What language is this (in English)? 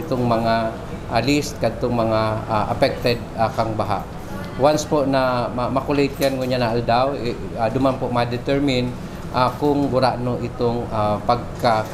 Bikol